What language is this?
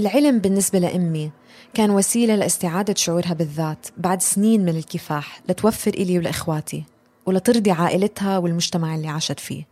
North Levantine Arabic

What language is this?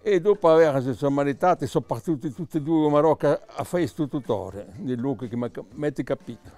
Corsican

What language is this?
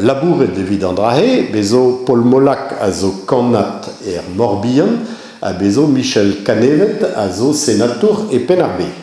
Breton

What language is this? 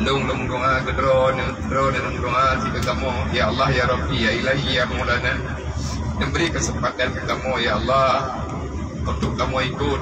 Achinese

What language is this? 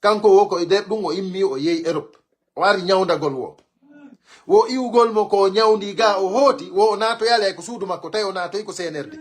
Pular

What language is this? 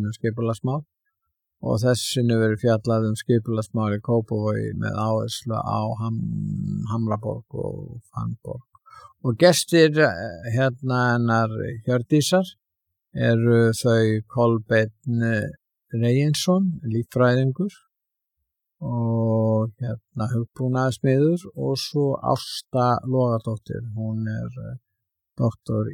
Icelandic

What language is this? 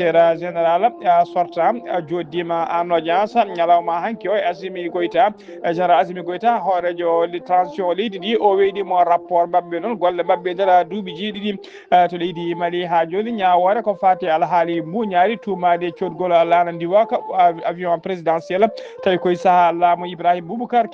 Fula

